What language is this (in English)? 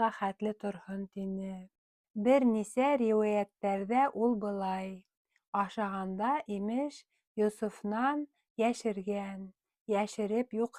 Bashkir